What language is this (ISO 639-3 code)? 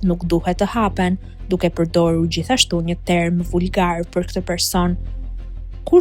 sqi